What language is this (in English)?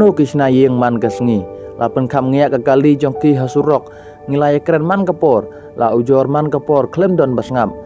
Khasi